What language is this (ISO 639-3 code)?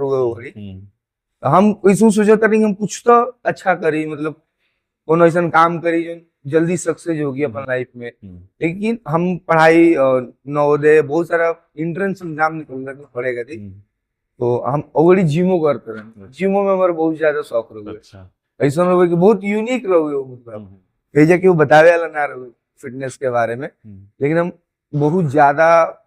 bho